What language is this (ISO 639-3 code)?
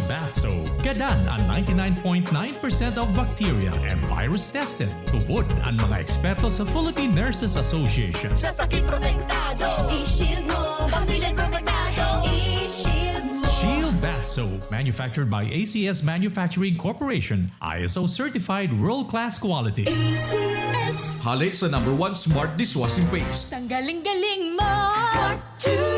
bik